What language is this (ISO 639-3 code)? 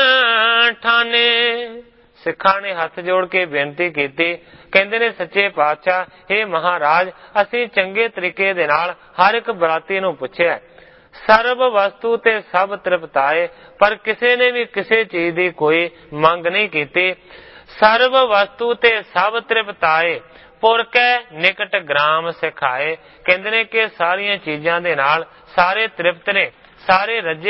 pan